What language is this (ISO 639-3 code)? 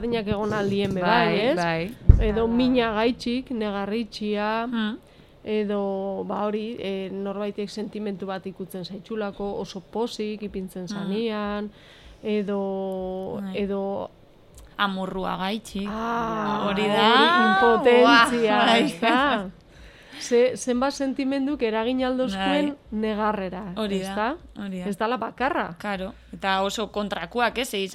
eus